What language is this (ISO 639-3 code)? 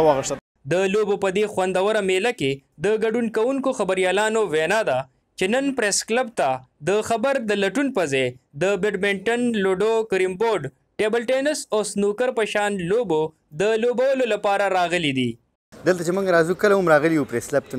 pus